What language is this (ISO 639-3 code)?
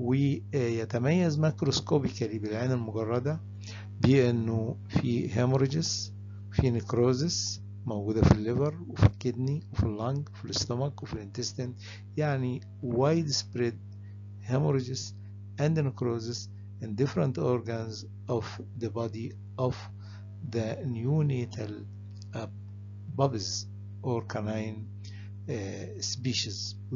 ara